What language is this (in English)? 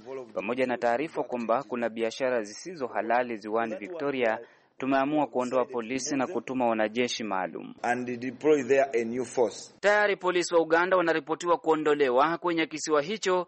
Swahili